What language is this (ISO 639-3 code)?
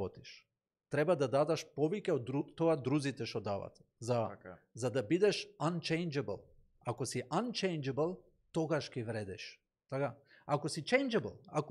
mkd